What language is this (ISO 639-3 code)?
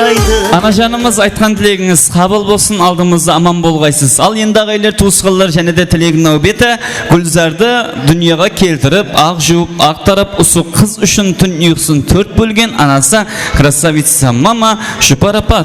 kaa